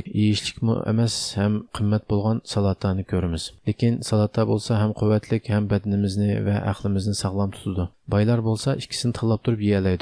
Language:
Uyghur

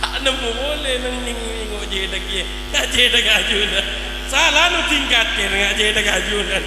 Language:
Madurese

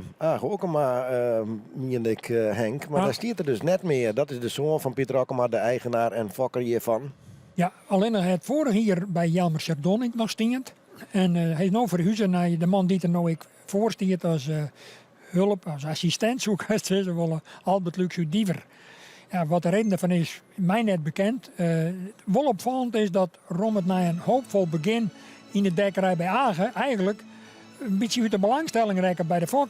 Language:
Western Frisian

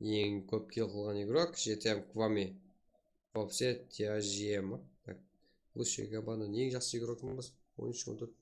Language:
Kara-Kalpak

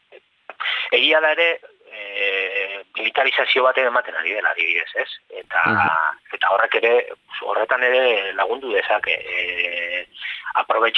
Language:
Basque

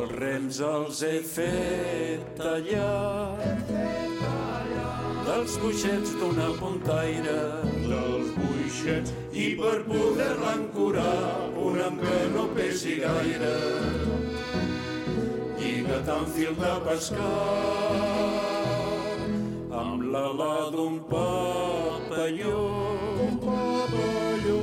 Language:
Catalan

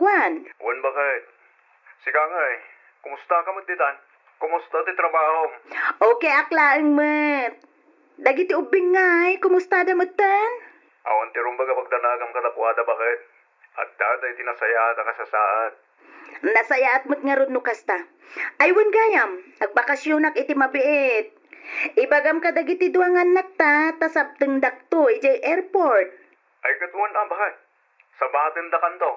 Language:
Iloko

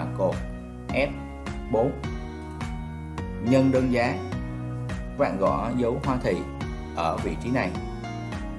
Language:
Vietnamese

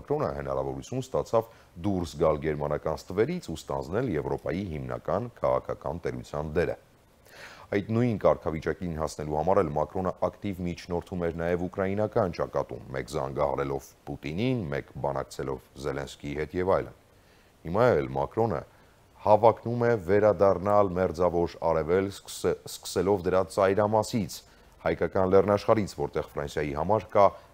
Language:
Armenian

